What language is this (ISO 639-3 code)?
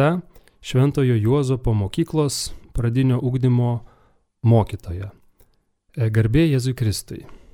lit